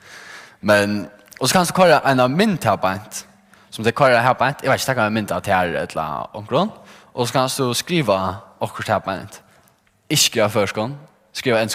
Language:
Faroese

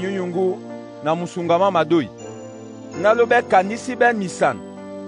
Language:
Duala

